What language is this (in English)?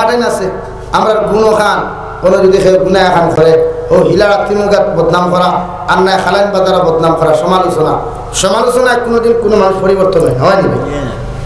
Sylheti